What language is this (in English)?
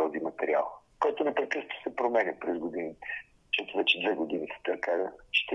Bulgarian